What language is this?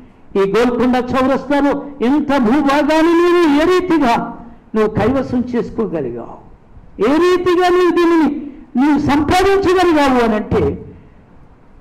Telugu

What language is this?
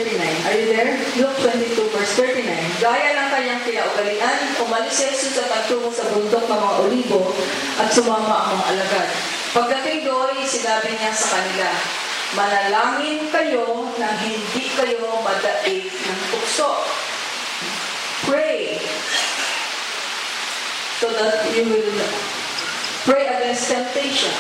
Filipino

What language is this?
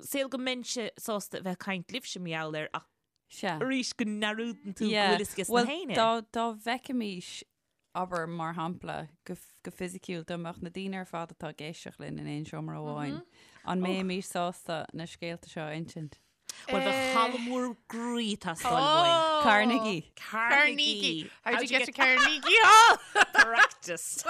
Irish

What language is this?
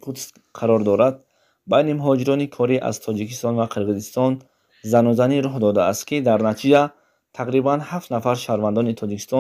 Tajik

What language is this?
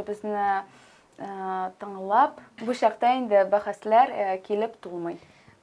Tatar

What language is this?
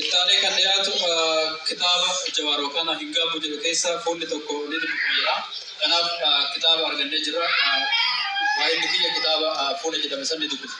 Oromo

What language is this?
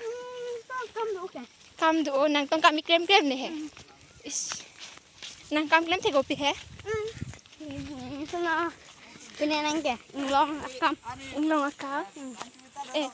Karbi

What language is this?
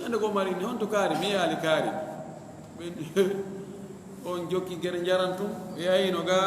Fula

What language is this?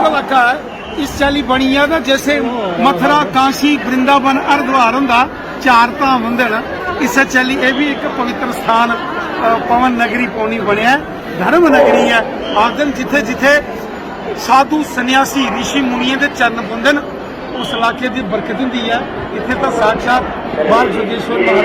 Dogri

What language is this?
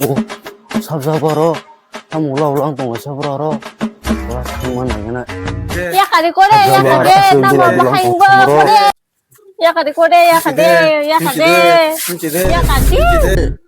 Kok Borok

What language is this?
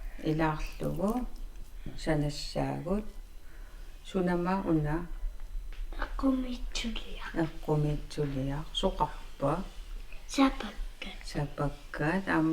Kalaallisut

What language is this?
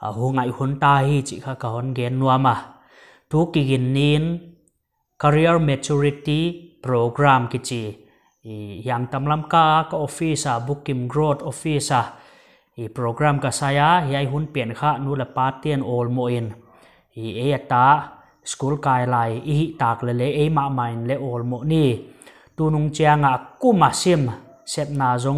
Paite Chin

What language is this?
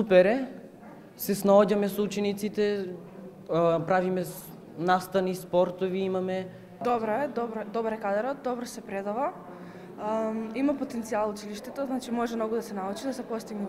Macedonian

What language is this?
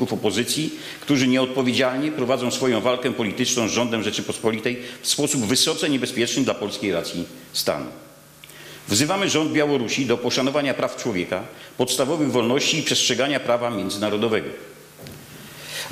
Polish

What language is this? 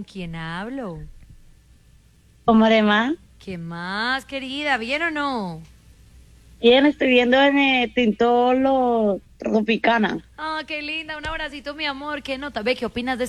Spanish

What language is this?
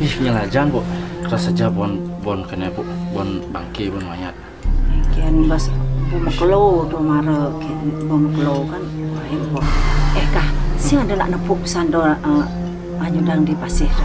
Balinese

